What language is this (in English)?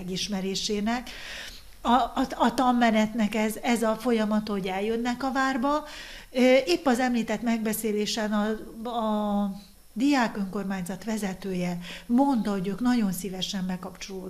Hungarian